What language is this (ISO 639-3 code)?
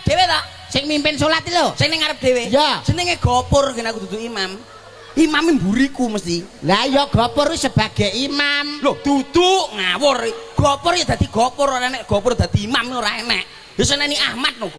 jav